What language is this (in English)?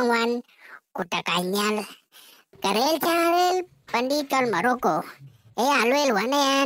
Dinka